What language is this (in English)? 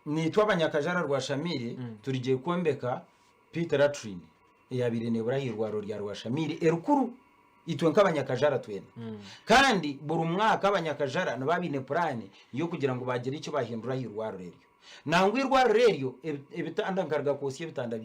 Nyankole